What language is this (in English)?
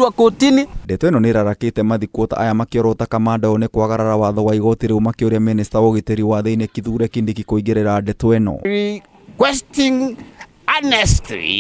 Kikuyu